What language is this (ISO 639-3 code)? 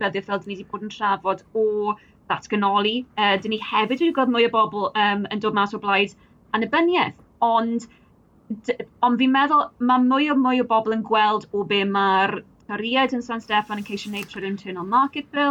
cym